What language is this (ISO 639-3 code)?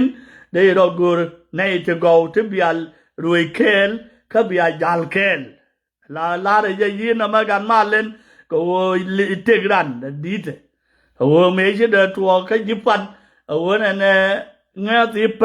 nus